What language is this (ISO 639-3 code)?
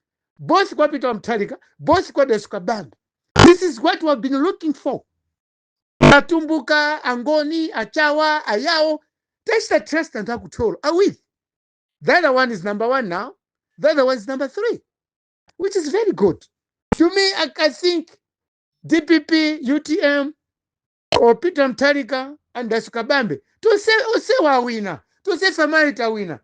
nya